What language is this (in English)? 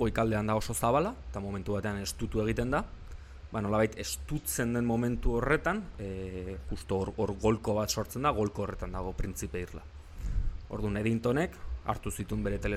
Basque